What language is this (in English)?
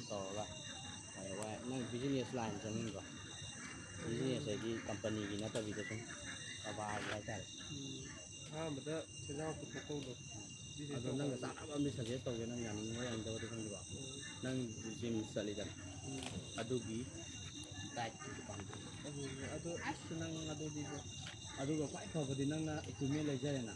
Manipuri